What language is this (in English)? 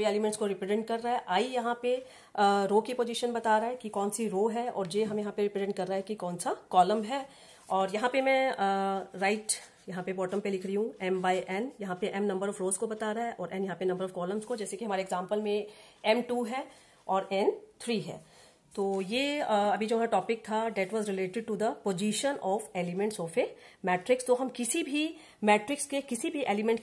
Hindi